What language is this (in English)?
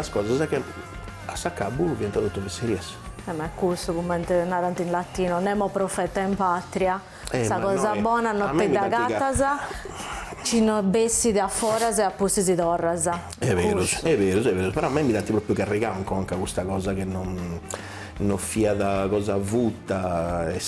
Sardinian